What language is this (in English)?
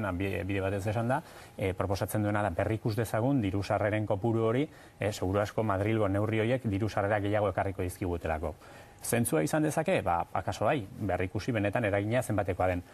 Basque